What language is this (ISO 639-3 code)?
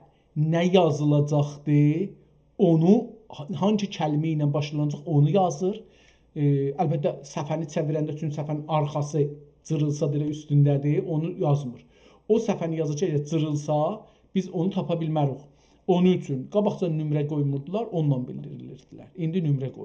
azb